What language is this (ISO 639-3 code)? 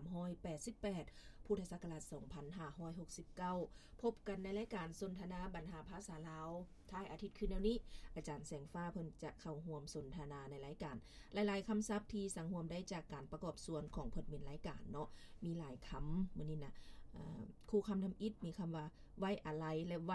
lao